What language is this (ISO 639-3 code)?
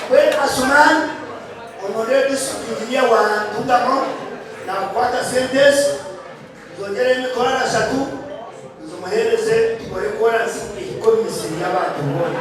nyn